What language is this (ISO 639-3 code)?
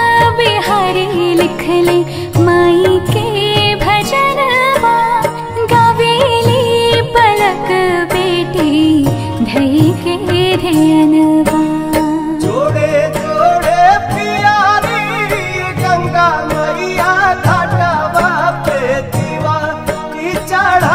bho